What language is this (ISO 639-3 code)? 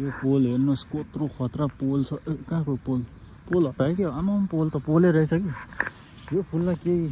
nep